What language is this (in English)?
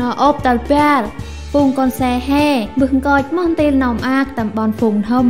Central Mnong